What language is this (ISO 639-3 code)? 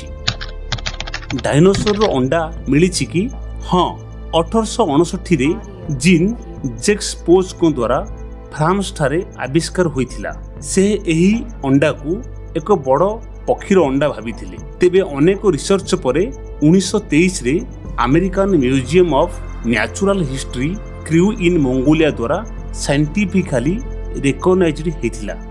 ori